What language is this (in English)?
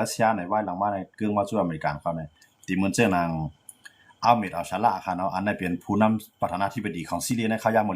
Shan